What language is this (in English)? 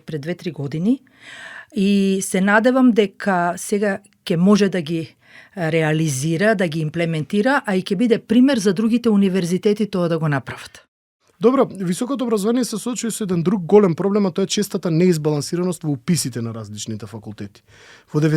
Macedonian